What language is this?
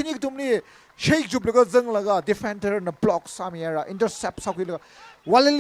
Tangkhul Naga (India)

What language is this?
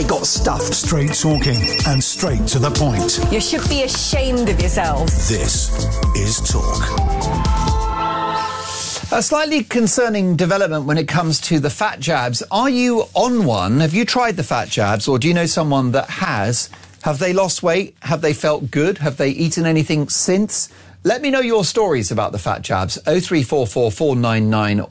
English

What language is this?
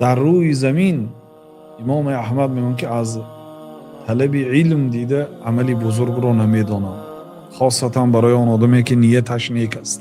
Tajik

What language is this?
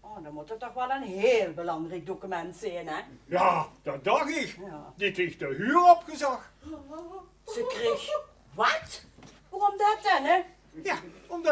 Limburgish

